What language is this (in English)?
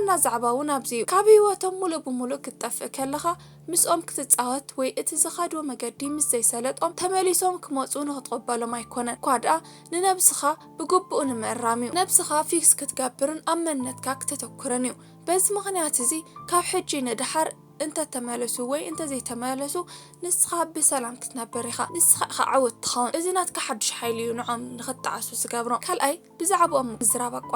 Tigrinya